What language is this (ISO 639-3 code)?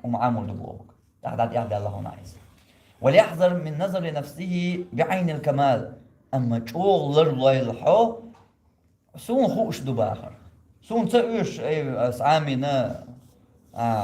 che